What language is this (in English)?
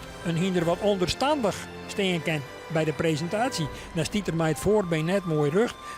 Western Frisian